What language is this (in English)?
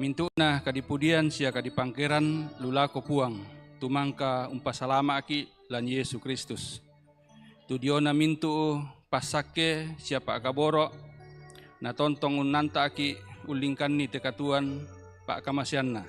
Toraja-Sa'dan